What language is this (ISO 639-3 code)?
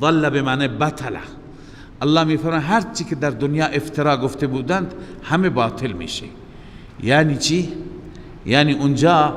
fas